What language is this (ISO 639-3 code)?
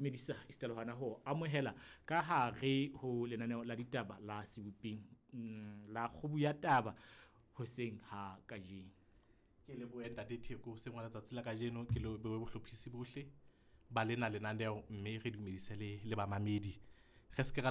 sot